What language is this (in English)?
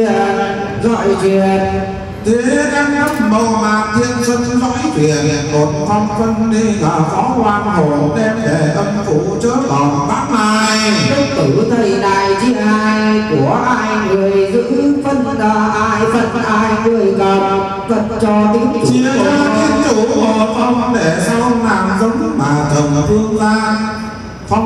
Vietnamese